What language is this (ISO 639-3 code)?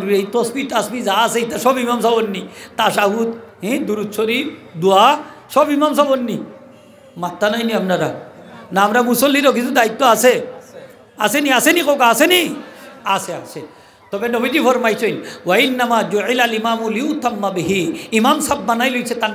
syl